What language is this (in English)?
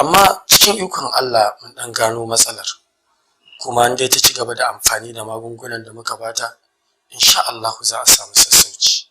Hausa